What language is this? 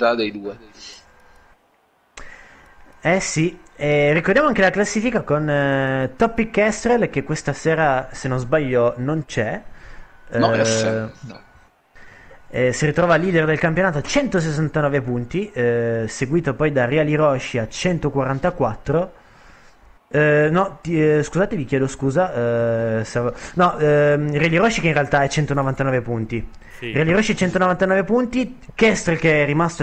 Italian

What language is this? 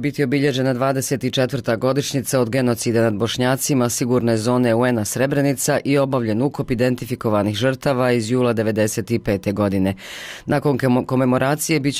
Bosnian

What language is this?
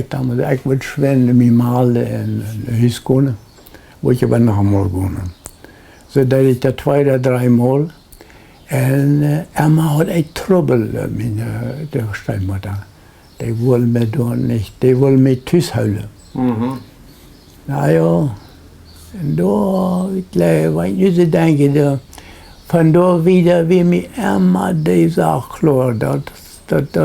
Plautdietsch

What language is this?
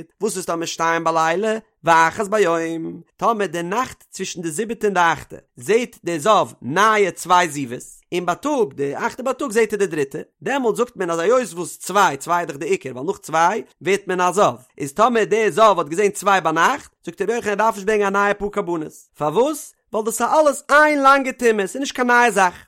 Yiddish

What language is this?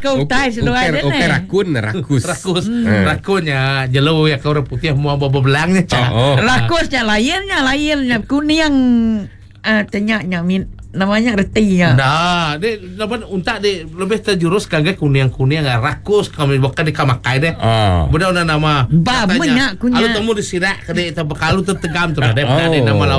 Iban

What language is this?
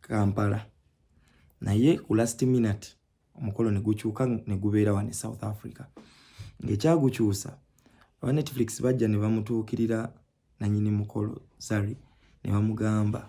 Ganda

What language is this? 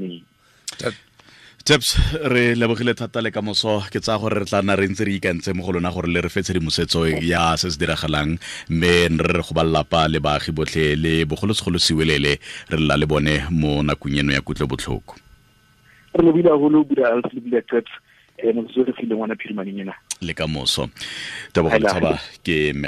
Tswana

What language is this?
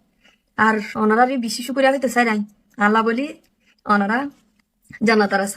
Rohingya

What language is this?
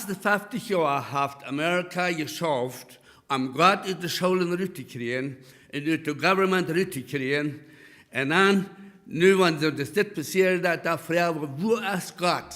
Plautdietsch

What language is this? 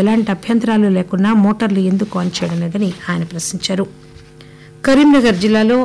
Telugu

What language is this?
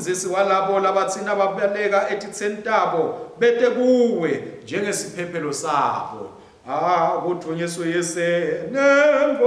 Swati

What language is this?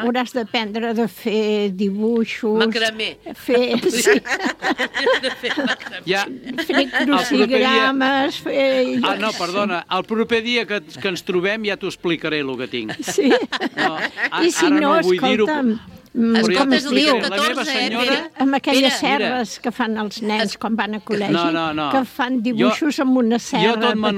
Catalan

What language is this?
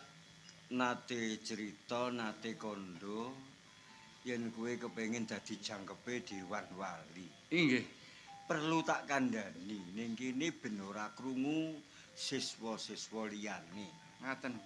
Javanese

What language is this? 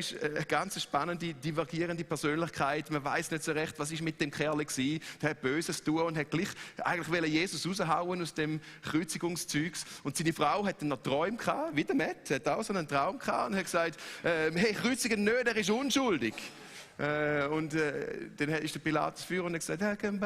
Swiss German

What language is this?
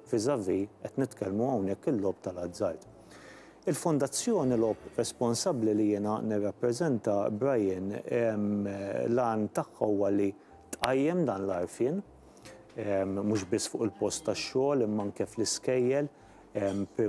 Maltese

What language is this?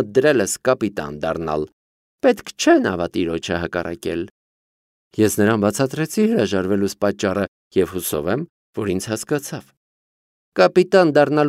Armenian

